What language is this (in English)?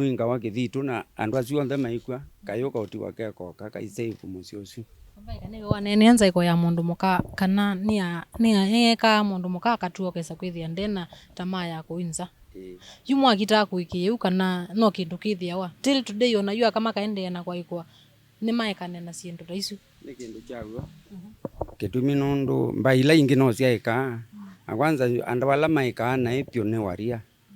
Kamba